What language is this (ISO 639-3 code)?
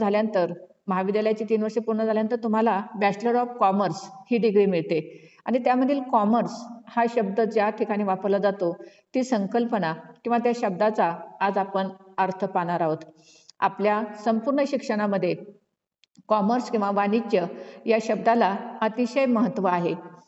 mar